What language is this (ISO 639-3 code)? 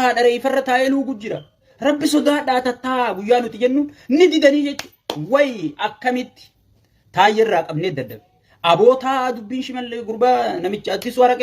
orm